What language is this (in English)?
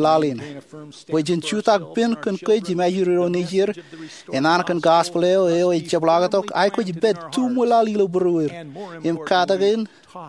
Marshallese